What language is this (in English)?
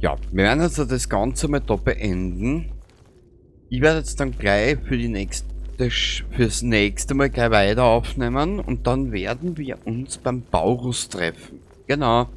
Bavarian